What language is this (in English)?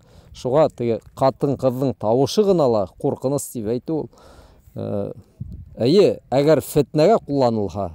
Bashkir